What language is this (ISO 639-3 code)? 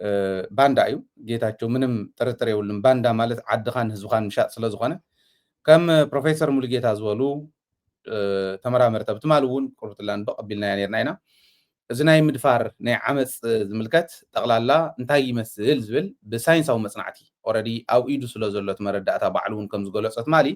tir